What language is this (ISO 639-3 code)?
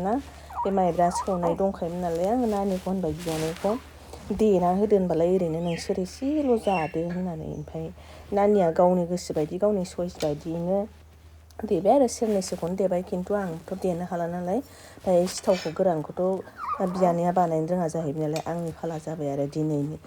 brx